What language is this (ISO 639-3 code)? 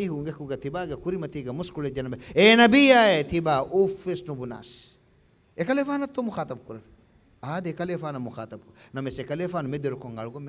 div